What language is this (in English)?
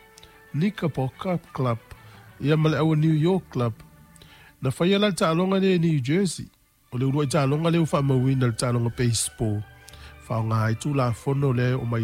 Samoan